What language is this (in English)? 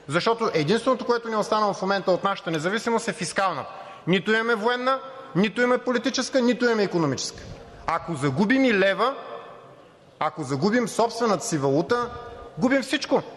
Bulgarian